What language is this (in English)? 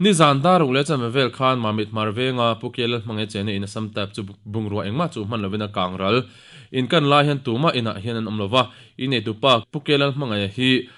Mizo